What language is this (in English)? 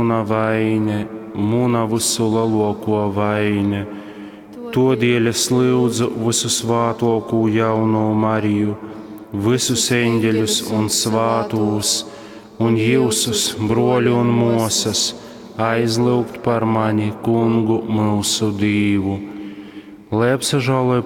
Latgalian